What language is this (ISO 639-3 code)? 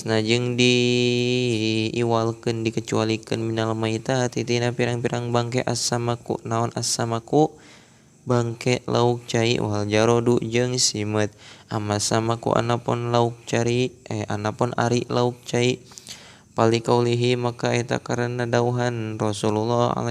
sun